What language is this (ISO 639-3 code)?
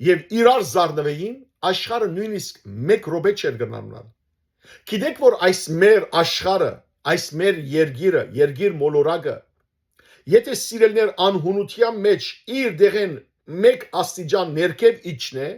hyw